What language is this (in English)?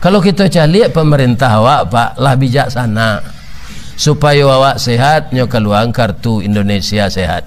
Minangkabau